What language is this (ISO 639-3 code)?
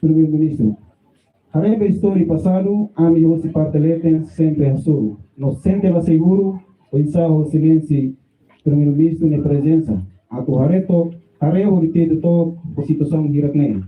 tet